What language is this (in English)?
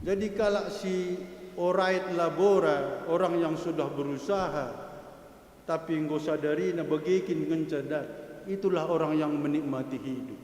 Batak Karo